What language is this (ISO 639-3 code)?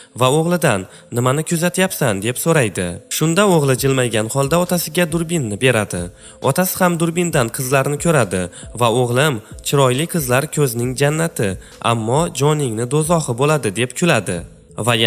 uzb